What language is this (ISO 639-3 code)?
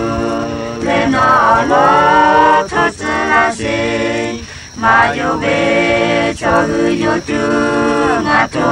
lhu